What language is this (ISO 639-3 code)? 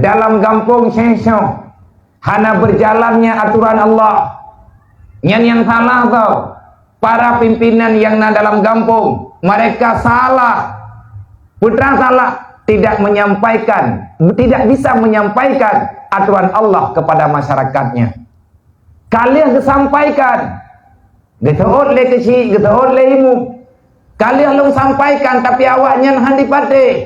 ace